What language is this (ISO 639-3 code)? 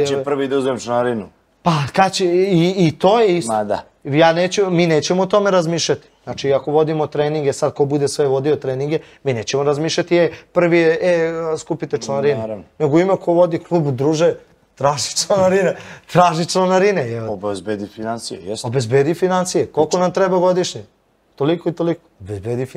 srp